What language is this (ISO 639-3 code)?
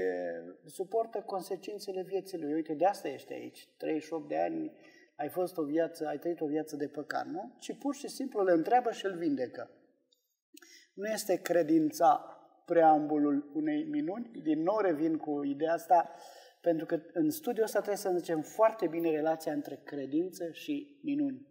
ron